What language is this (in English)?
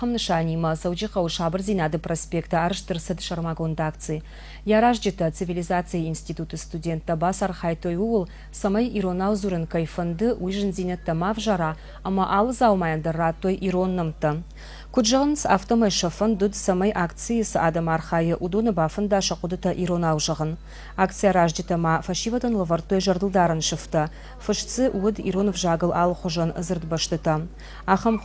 Ossetic